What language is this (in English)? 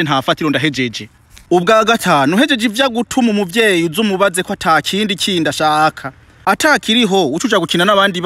Rundi